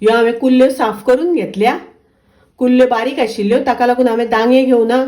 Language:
Konkani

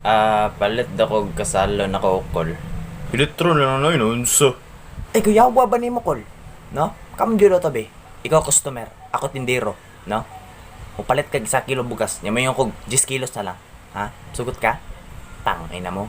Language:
Cebuano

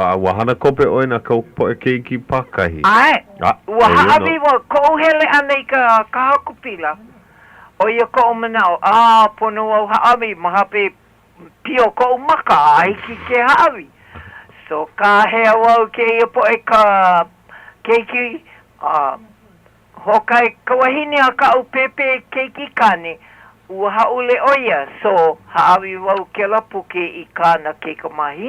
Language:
Hawaiian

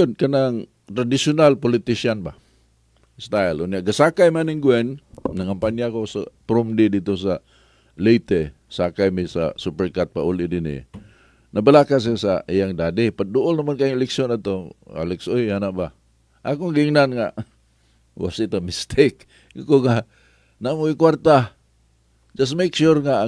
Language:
Cebuano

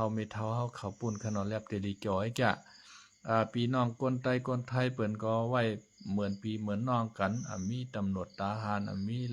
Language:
Shan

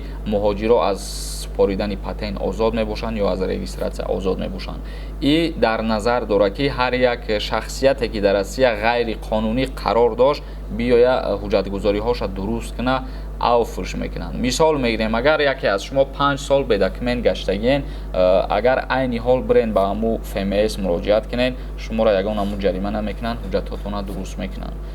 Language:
Tajik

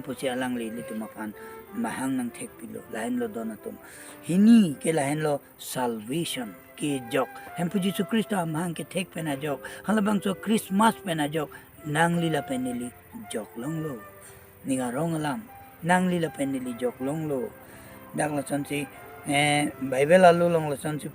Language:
Karbi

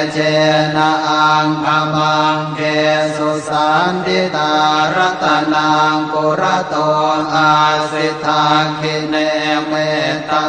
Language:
Pali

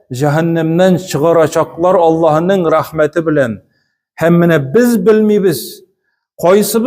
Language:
Tatar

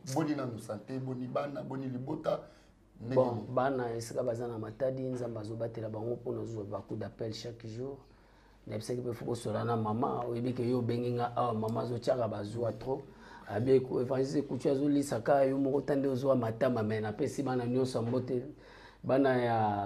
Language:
Lingala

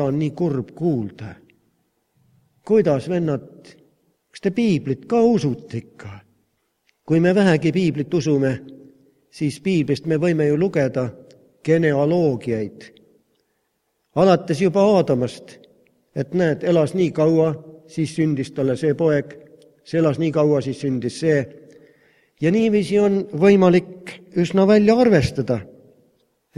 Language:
Estonian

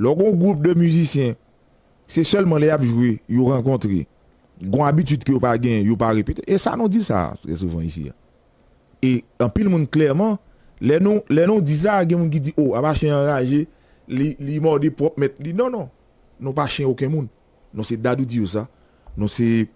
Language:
Haitian Creole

